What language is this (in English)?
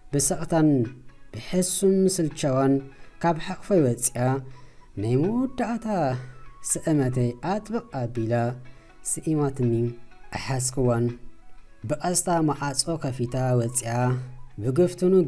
Tigrinya